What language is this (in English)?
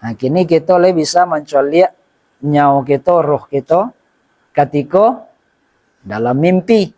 Minangkabau